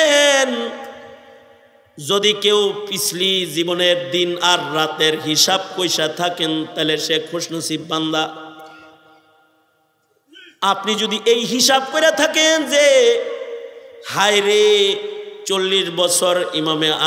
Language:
Bangla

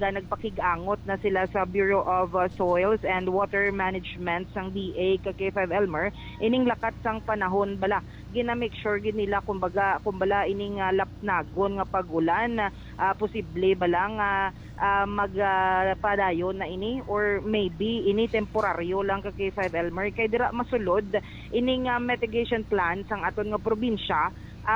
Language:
Hiligaynon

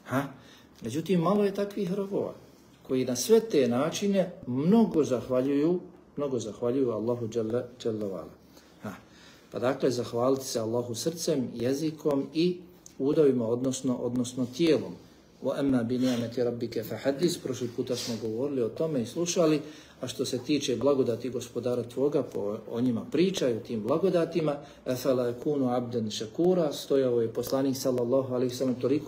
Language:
Bosnian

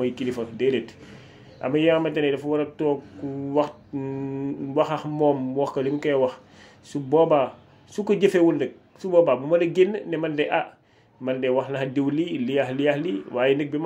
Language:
Wolof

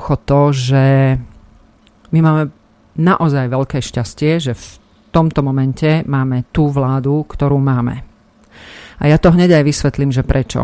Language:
Slovak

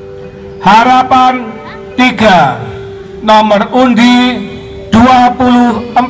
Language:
Indonesian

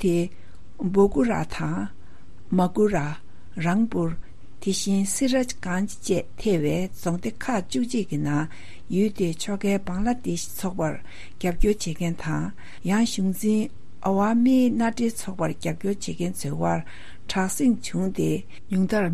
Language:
Tibetan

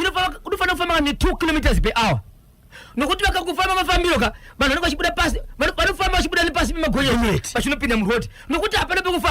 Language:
Shona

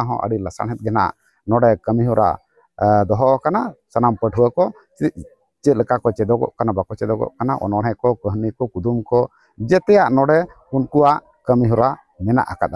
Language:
Santali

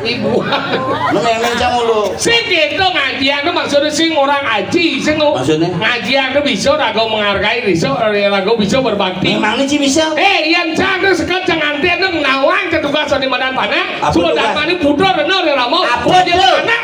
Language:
Balinese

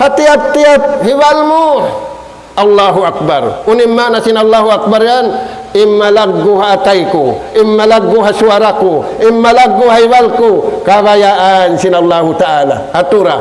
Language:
Tausug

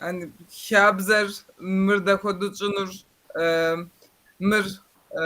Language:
Kabardian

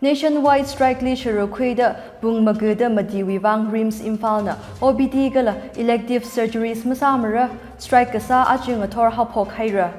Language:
Tangkhul Naga (India)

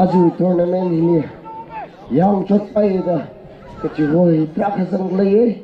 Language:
Tangkhul Naga (India)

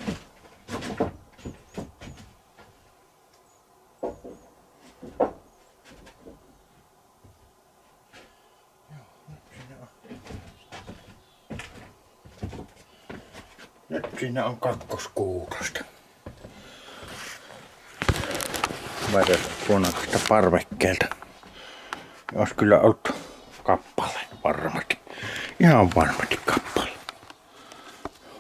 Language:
Finnish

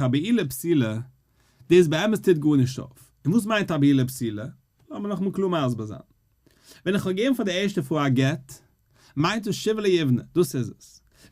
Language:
Yiddish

